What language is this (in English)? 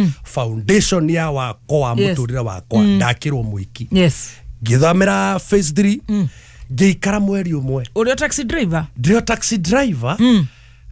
Kikuyu